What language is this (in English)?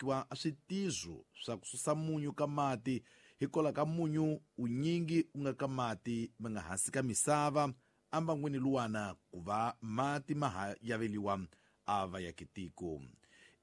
Tsonga